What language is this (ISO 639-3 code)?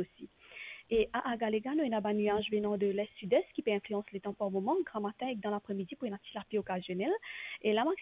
mfe